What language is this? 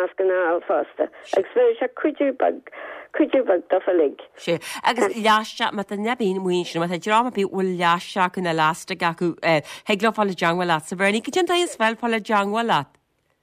Irish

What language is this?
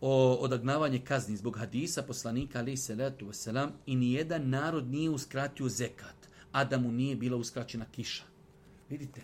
Bosnian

